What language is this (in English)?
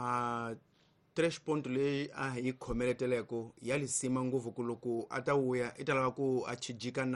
Tsonga